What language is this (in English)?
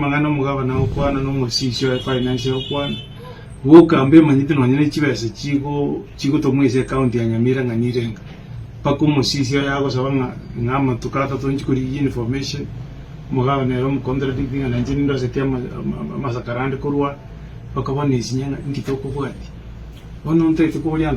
Gusii